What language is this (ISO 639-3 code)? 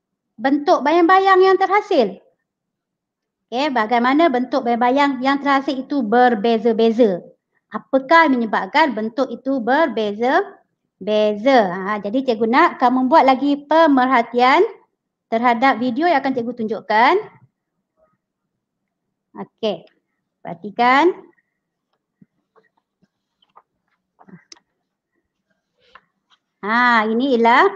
msa